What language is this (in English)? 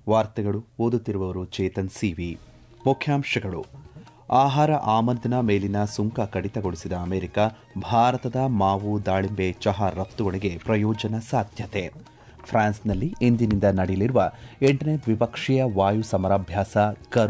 Kannada